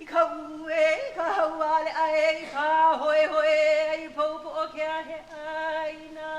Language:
Hawaiian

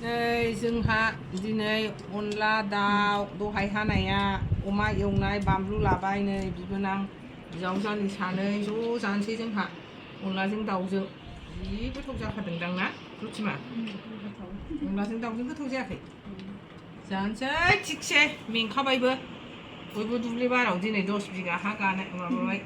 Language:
Bodo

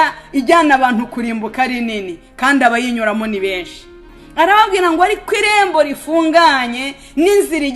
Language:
Kinyarwanda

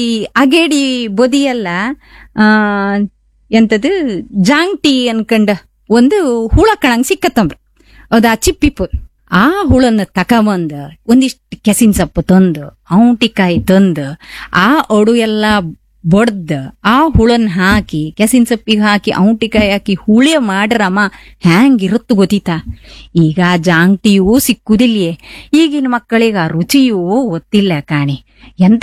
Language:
Kannada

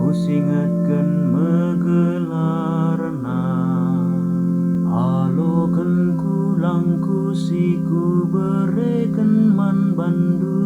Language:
Batak Karo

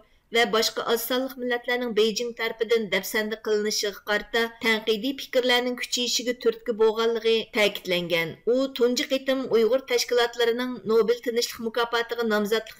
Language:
Uyghur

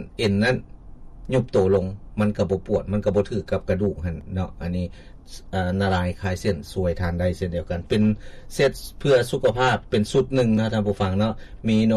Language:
Lao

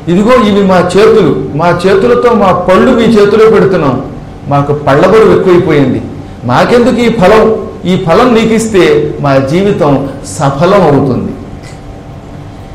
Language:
Telugu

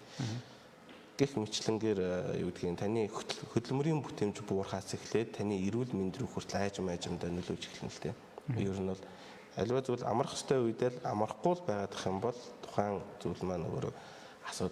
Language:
Mongolian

